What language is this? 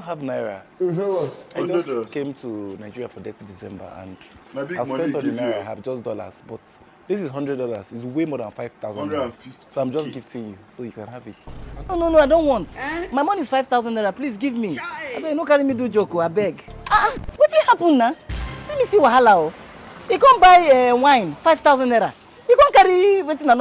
Nigerian Pidgin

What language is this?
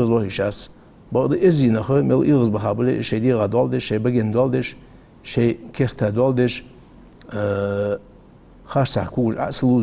Ingush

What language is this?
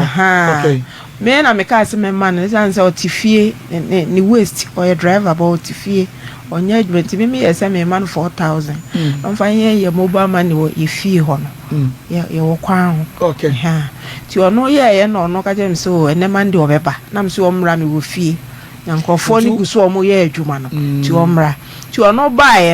Akan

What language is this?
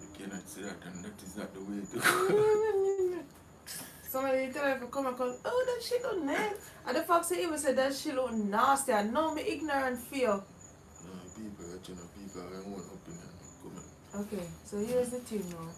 Jamaican Creole English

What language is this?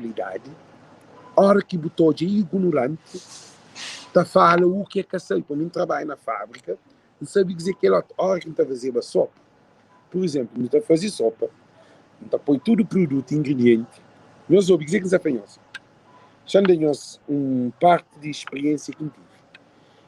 Kabuverdianu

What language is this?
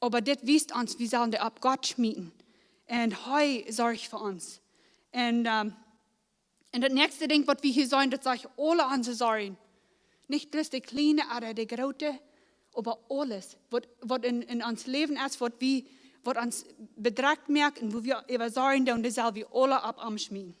Plautdietsch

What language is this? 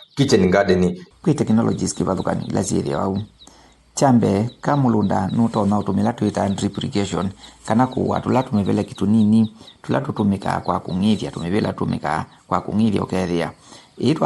Kamba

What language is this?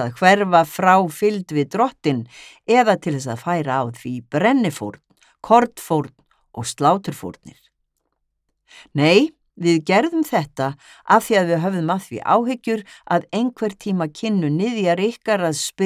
Icelandic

